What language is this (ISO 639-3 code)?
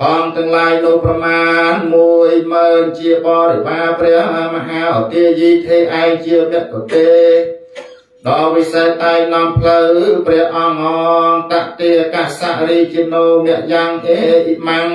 khm